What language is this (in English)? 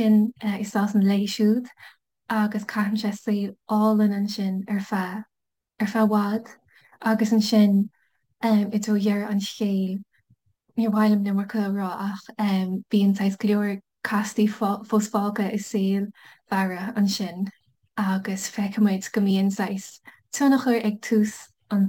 Irish